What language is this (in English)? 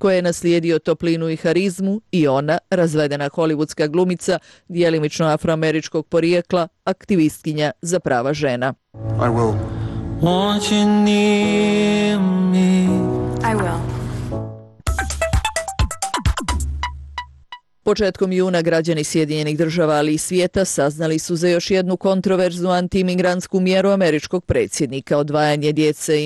Bosnian